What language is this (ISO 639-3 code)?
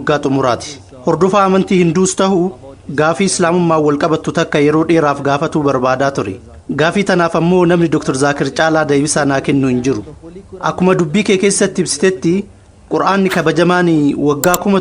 orm